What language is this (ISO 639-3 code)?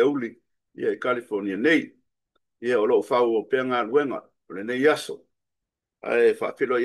smo